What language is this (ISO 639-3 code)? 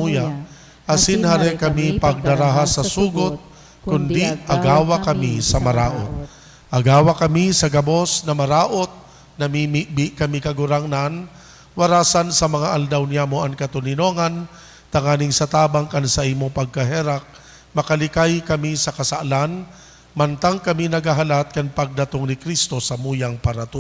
bik